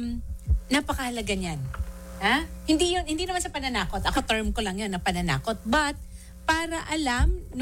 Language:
Filipino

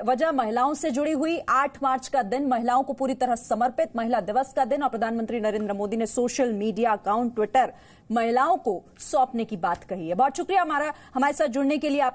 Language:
Hindi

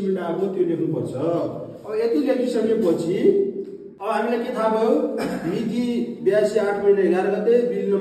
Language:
Nepali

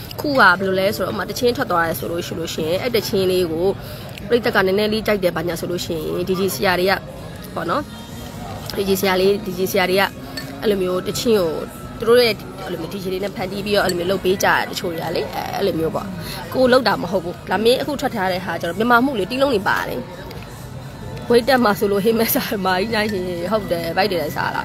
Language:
Burmese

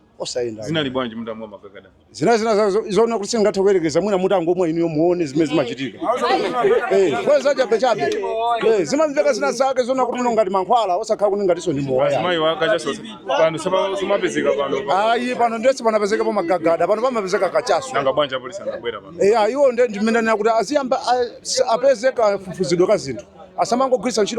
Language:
Nyanja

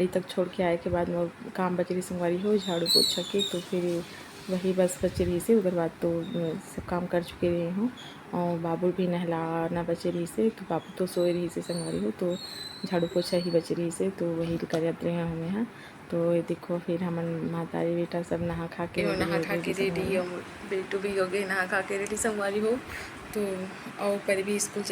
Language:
Chhattisgarhi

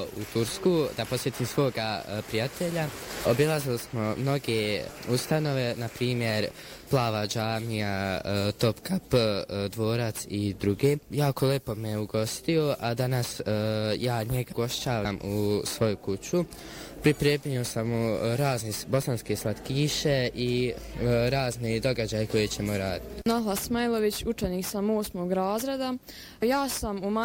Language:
Bosnian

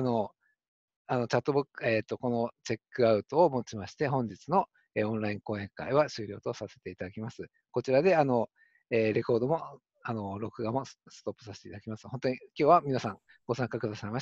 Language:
Japanese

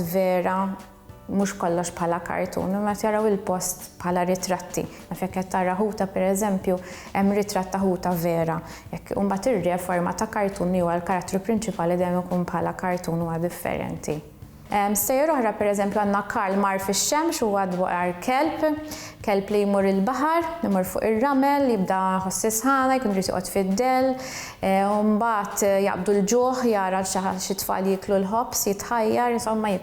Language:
Maltese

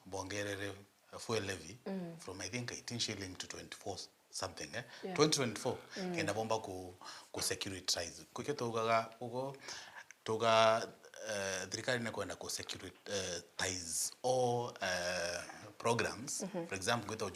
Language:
Meru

